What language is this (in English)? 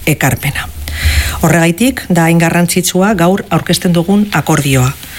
Basque